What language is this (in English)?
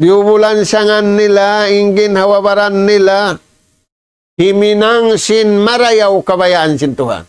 Tausug